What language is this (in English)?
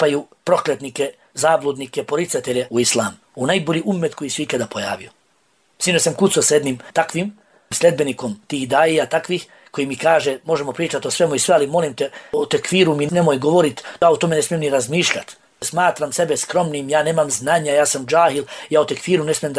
Bosnian